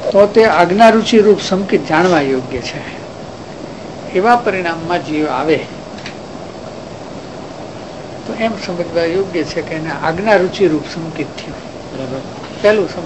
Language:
Gujarati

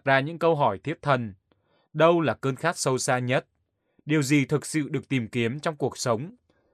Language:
Vietnamese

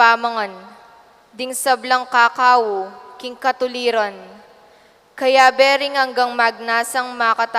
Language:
Pampanga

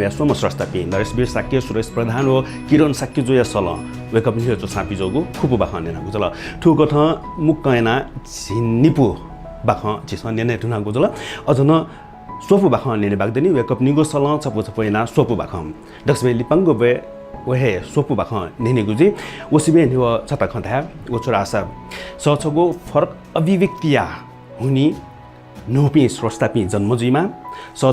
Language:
Newari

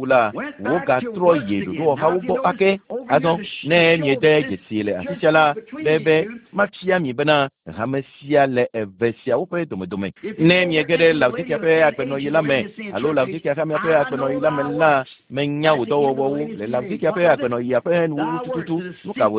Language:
Ewe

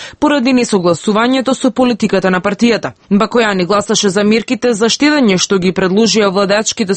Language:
Macedonian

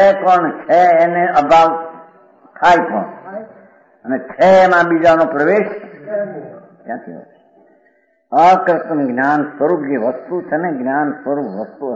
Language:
Gujarati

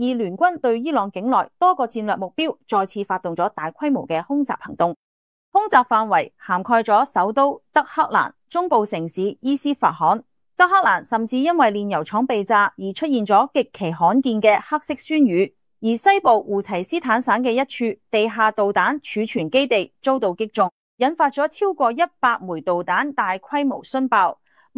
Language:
Cantonese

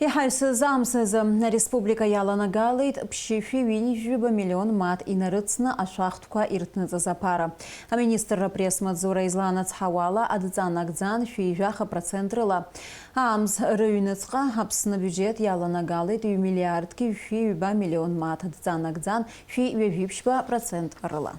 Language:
Abkhazian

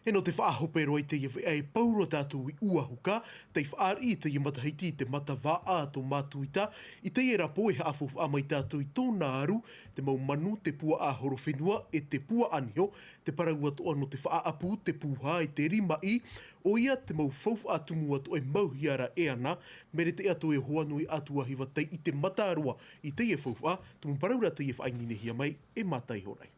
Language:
Tahitian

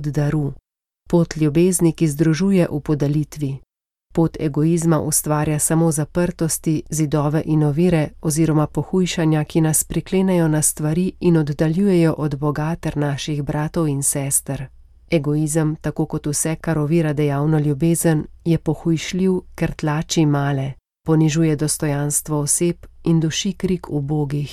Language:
Slovenian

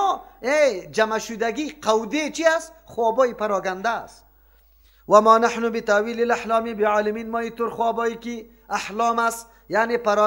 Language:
Persian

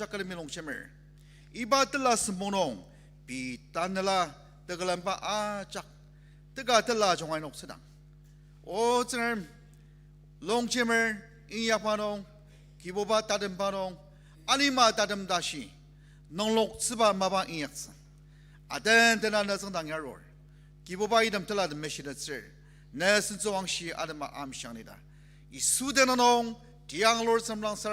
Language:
Ao Naga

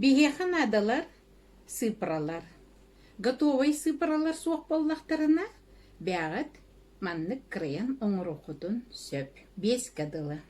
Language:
Yakut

